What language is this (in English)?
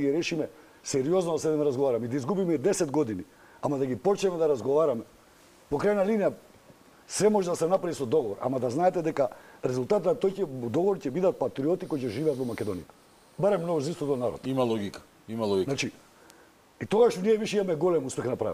Macedonian